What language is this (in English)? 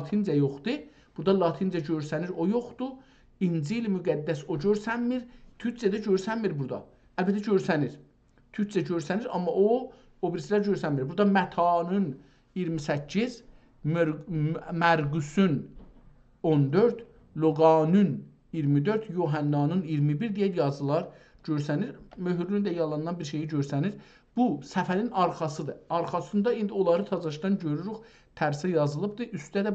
South Azerbaijani